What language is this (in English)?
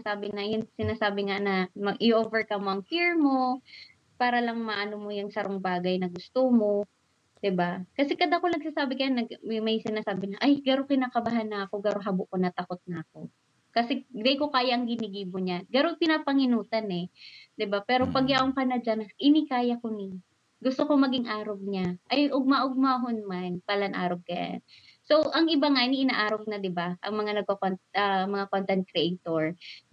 Bikol